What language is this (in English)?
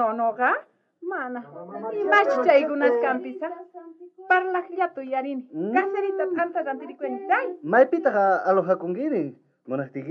South Bolivian Quechua